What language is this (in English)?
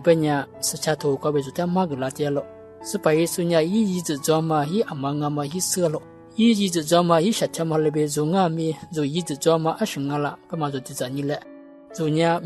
Lisu